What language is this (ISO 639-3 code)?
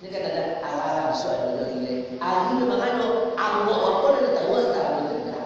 min